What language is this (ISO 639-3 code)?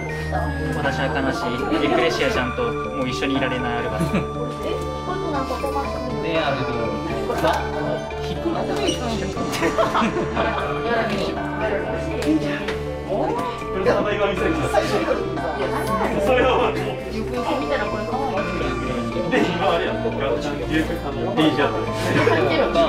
jpn